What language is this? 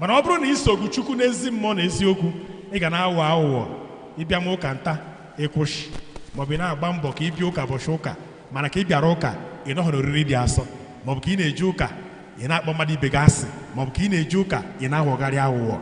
Igbo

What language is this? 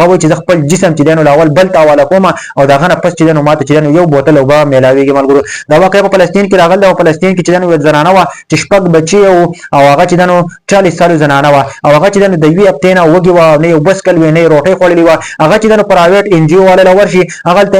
Pashto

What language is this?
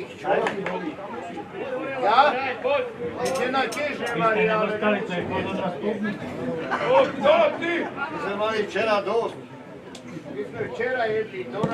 Slovak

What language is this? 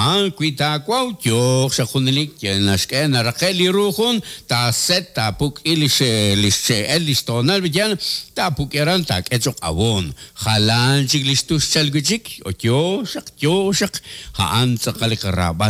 Kekchí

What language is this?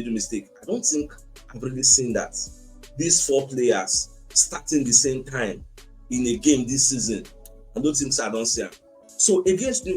Nigerian Pidgin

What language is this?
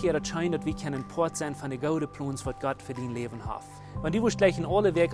Plautdietsch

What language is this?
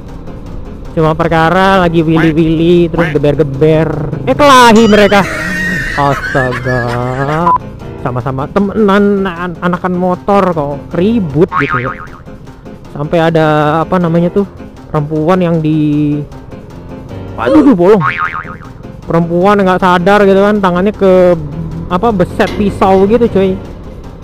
Indonesian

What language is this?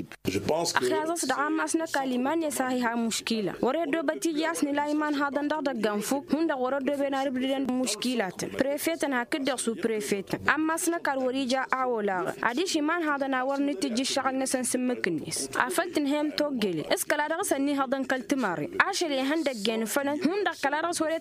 Tamasheq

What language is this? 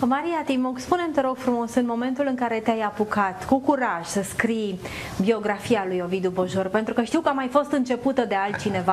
Romanian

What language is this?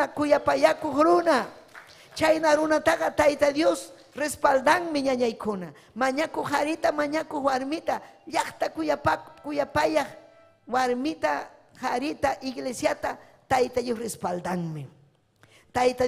Ayacucho Quechua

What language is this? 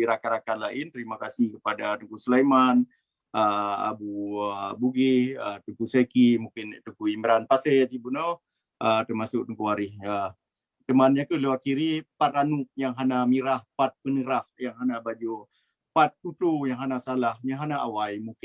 Achinese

